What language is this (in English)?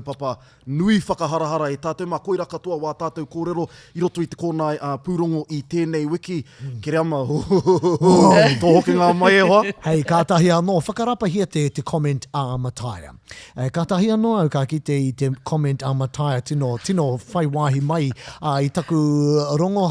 Māori